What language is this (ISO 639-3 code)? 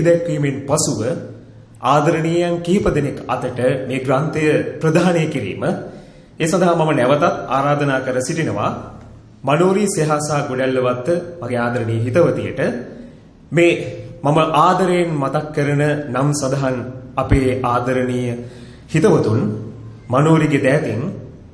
sin